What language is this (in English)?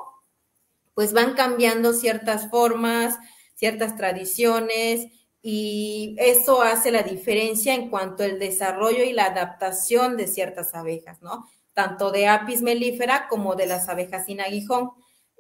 Spanish